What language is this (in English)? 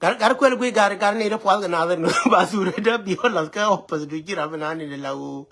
Nuer